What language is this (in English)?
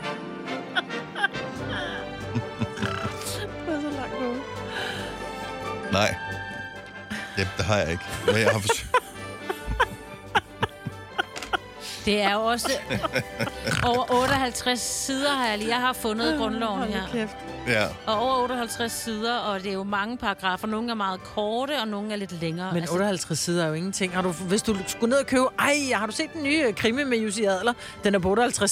Danish